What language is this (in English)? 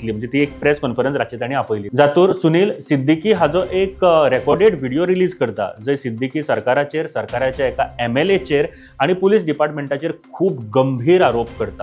Konkani